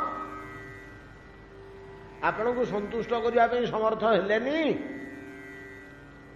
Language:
Odia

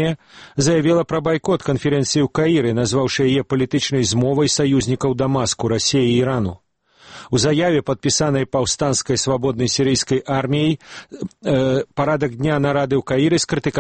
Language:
Belarusian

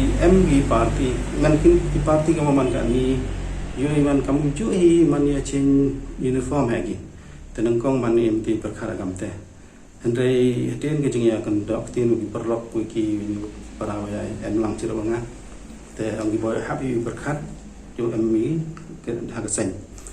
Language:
Pnar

